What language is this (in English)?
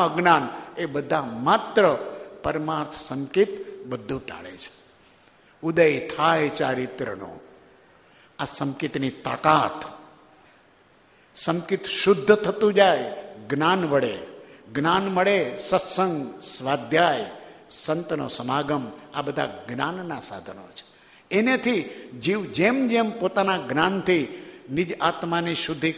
Gujarati